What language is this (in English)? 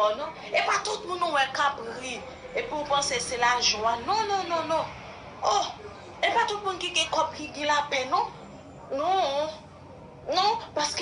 Haitian Creole